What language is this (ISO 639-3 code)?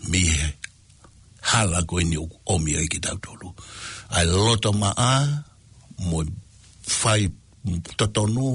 ton